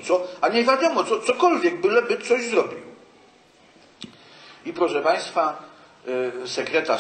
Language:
Polish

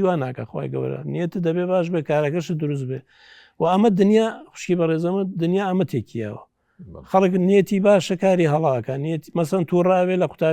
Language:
Central Kurdish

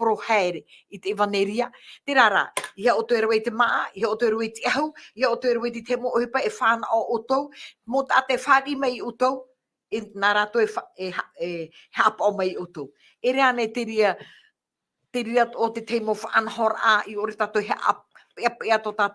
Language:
Tahitian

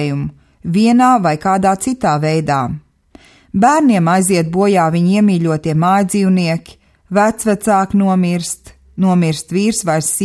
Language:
Latvian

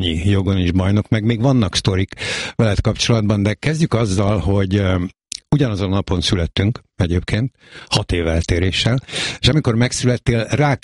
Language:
Hungarian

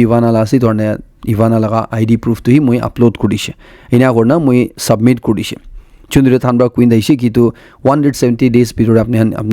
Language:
Naga Pidgin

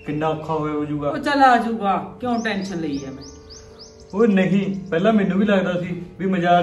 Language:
Punjabi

